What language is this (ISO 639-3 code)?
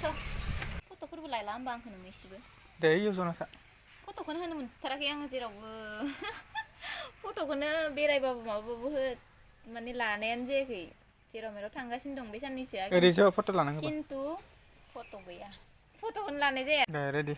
brx